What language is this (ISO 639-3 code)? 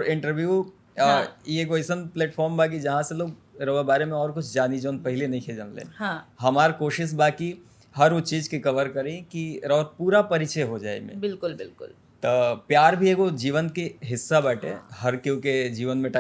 bho